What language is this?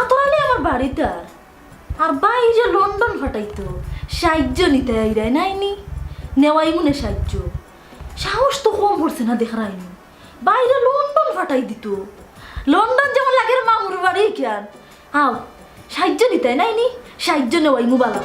Sylheti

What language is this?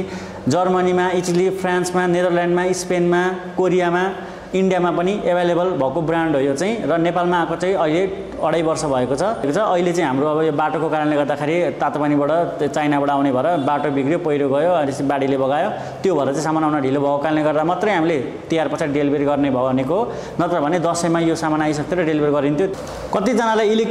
Nepali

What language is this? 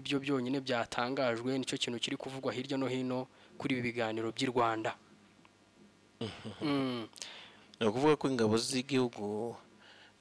Kinyarwanda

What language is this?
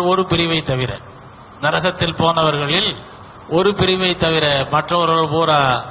Tamil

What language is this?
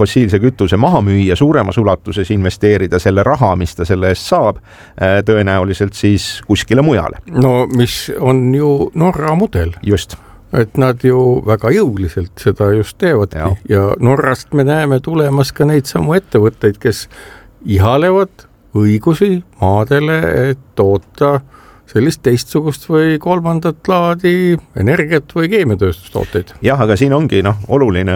Estonian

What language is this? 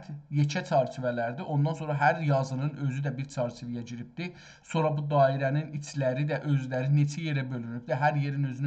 South Azerbaijani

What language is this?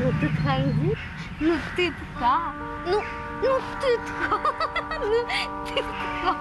Chuvash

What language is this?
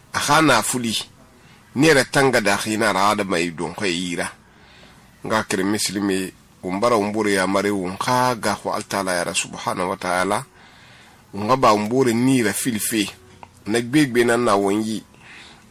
Susu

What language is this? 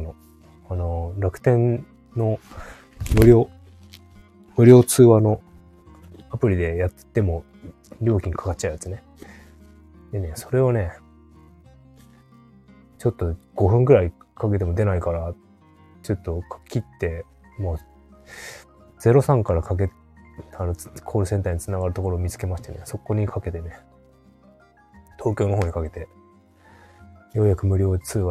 Japanese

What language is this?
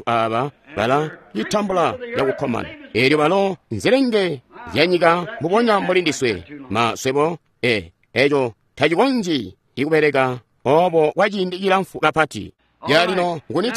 Tonga (Zambia)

